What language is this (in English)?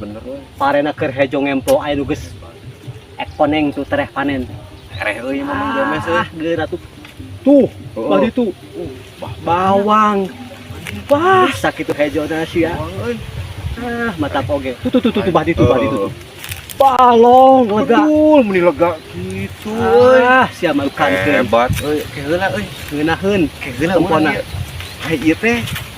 Sundanese